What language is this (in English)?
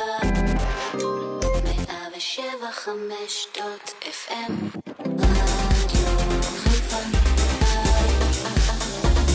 Hebrew